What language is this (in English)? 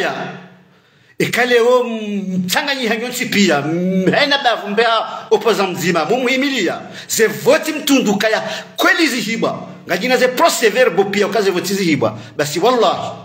Ngazidja Comorian